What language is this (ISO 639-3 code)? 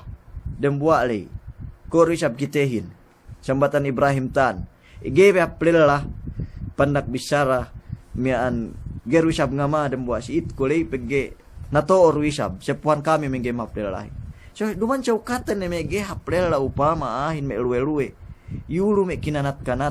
yka